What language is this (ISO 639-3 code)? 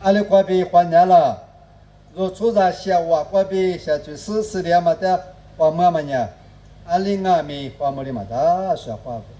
lis